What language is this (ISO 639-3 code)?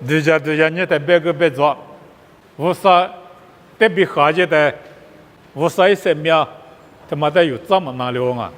lis